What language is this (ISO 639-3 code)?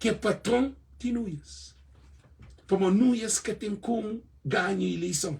kea